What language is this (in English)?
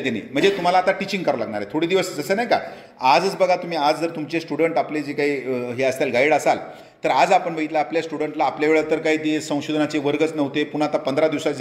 Marathi